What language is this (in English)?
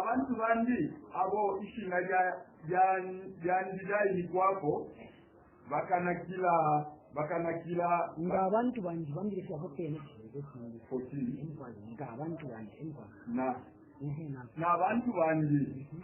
Bemba